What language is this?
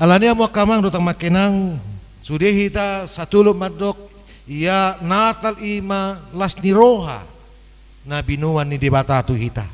Batak Toba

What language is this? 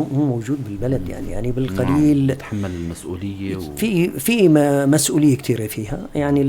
North Levantine Arabic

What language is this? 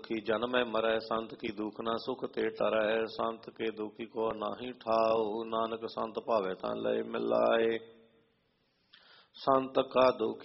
Punjabi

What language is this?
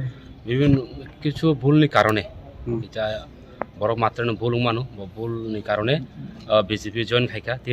Kok Borok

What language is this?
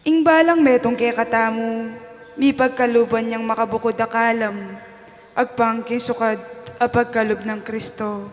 Pampanga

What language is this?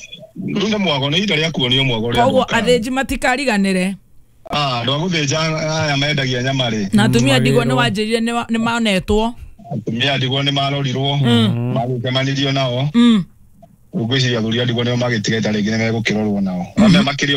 Kikuyu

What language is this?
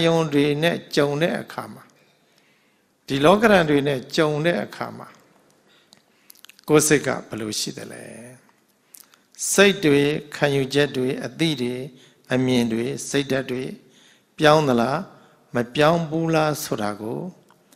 Burmese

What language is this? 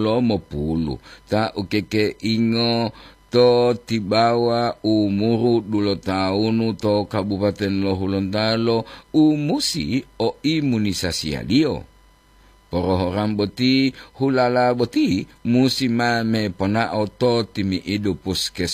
Gorontalo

